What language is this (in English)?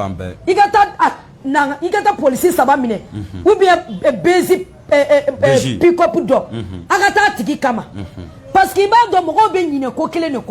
Bambara